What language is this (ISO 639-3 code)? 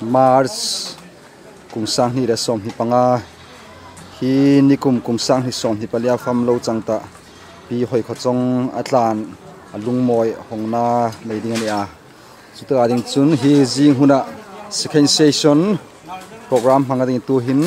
hmr